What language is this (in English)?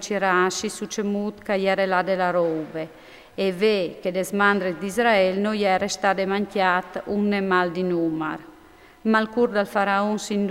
Friulian